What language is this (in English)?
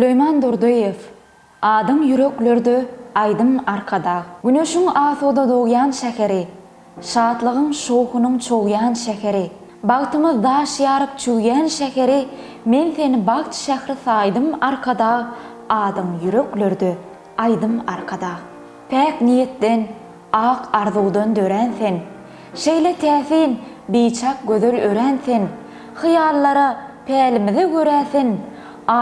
Turkmen